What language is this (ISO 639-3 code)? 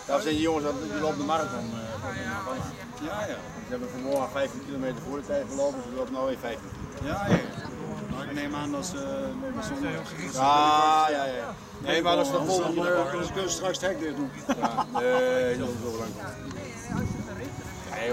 nld